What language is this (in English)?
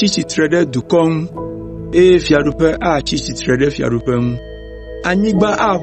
Ewe